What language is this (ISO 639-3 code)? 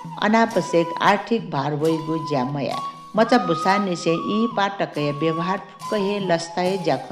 new